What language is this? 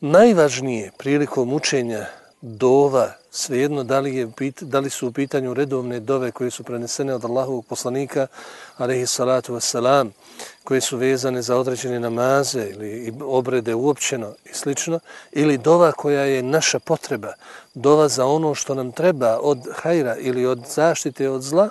Bosnian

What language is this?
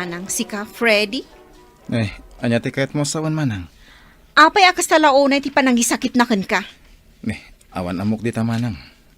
Iloko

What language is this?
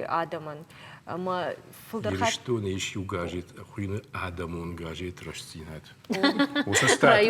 Ossetic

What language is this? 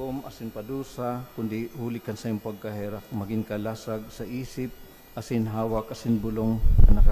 Bikol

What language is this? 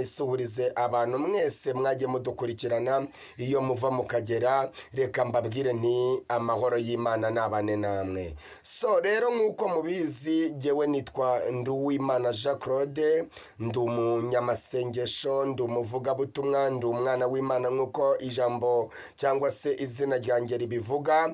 Kinyarwanda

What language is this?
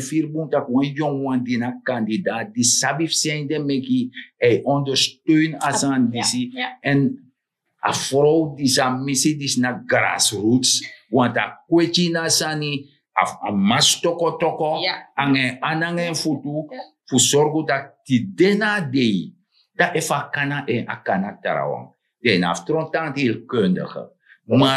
Sranan Tongo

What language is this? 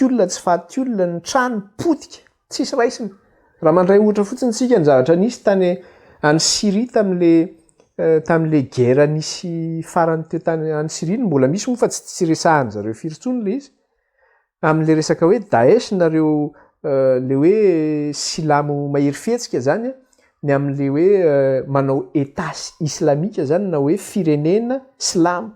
Malagasy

